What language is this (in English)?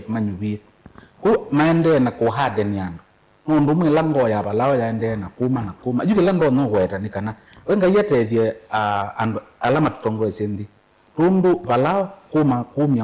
Kamba